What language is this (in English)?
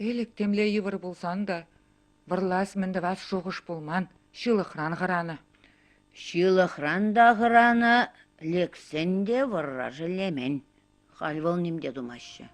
Chuvash